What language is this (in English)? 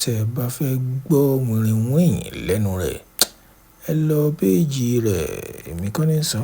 Yoruba